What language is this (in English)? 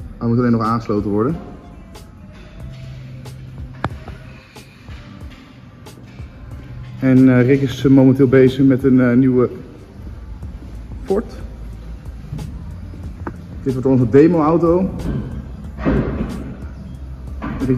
Dutch